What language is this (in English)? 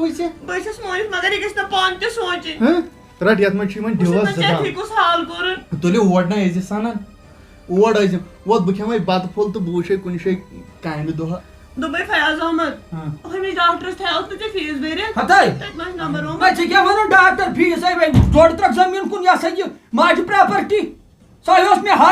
Kashmiri